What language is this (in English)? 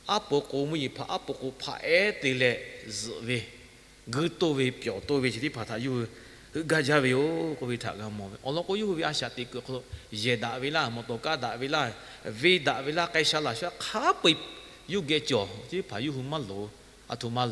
Lahu